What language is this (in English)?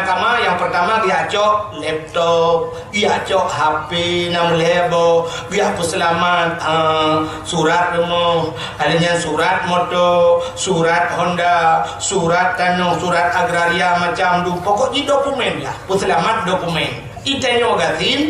Achinese